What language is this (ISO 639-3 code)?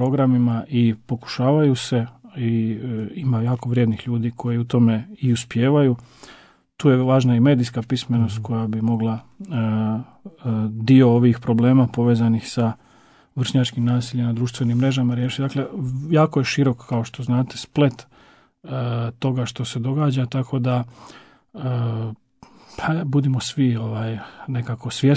hrv